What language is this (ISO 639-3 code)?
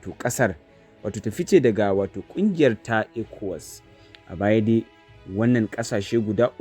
hau